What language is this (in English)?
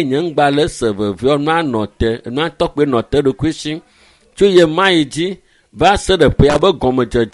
Ewe